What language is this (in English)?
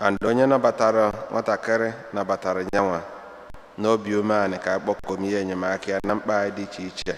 Igbo